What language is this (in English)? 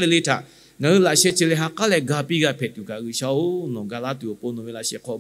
Lahu